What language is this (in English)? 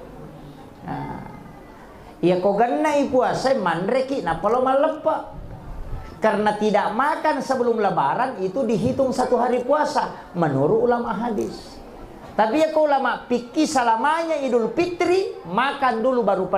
Buginese